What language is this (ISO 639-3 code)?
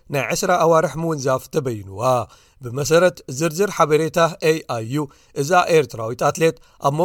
tir